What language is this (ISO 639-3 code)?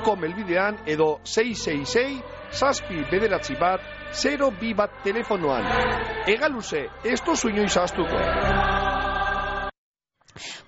eus